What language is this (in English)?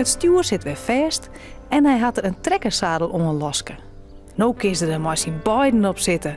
Western Frisian